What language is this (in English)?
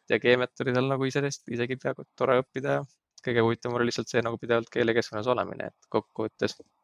Estonian